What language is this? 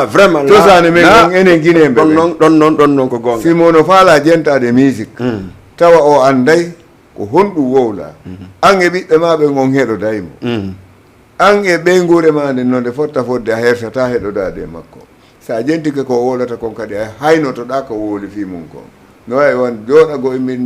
Fula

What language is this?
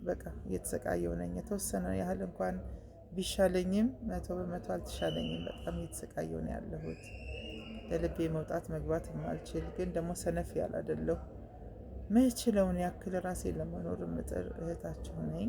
Amharic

